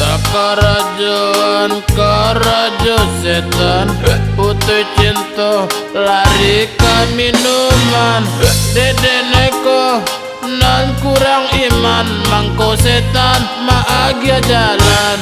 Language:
Minangkabau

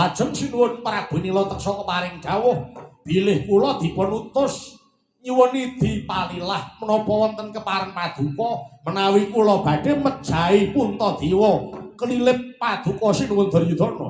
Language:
Javanese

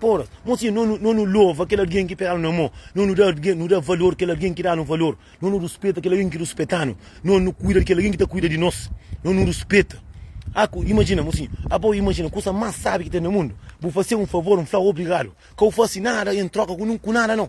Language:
Kabuverdianu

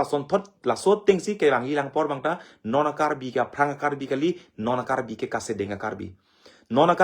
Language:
Karbi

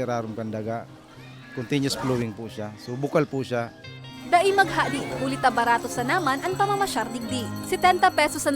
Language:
Bikol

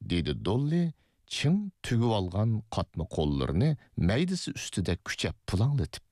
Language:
Uyghur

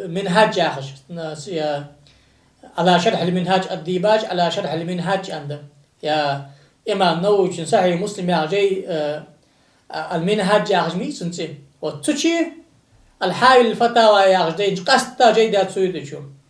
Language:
Ingush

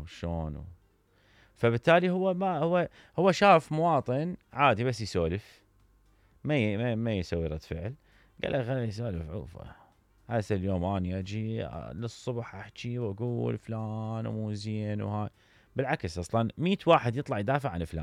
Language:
Mesopotamian Arabic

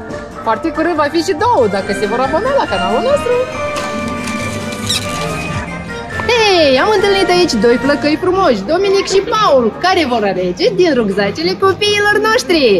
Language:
Romanian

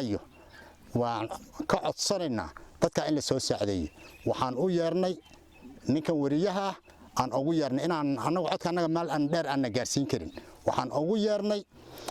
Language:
Somali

